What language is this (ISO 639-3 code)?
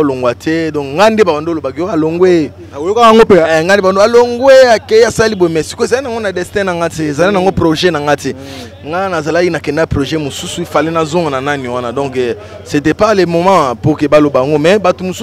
lin